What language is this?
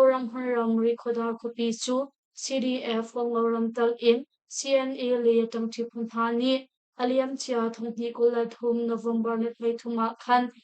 Hakha Chin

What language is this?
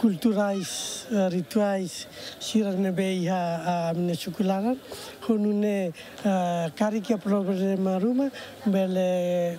Tetum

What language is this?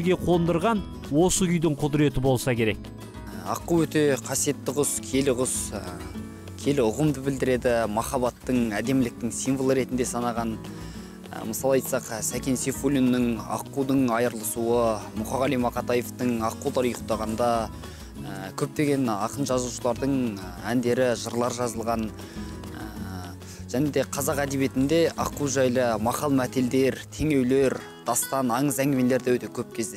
Kazakh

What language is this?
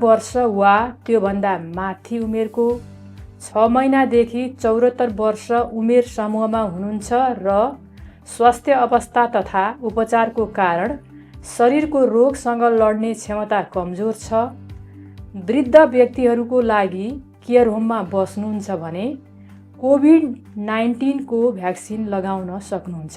Nepali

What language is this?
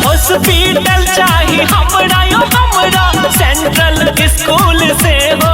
Maithili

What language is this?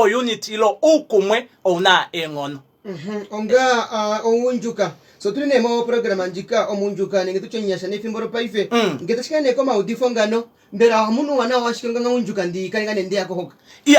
Kuanyama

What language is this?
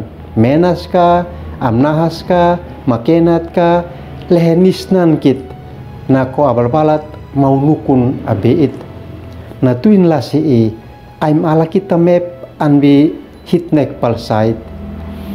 Uab Meto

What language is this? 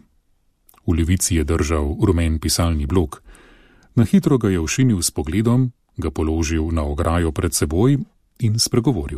Slovenian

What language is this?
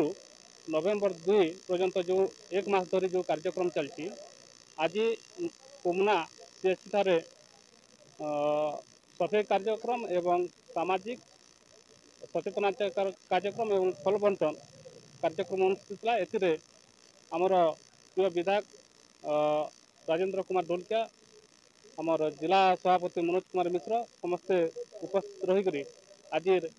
Odia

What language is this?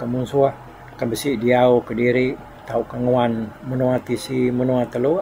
Iban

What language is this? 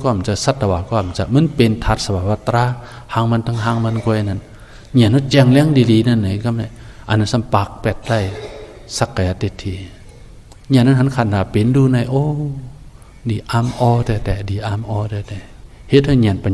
Shan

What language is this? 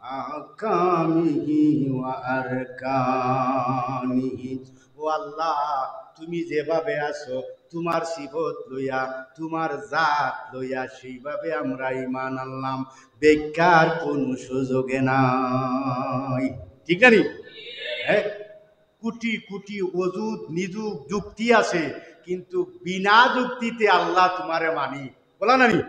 Sylheti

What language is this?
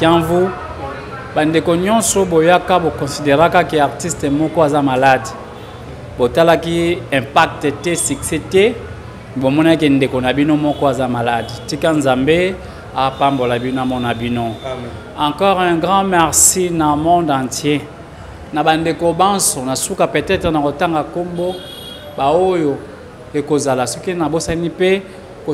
Lingala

